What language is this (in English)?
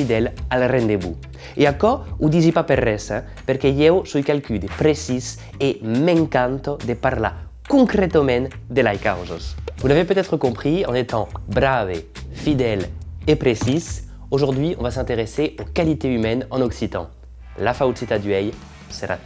Occitan